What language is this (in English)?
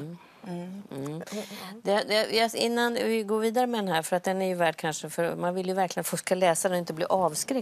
Swedish